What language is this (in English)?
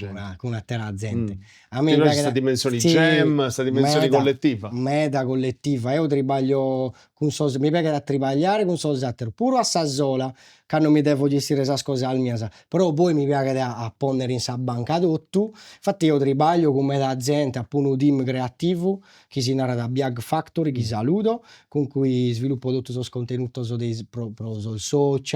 Sardinian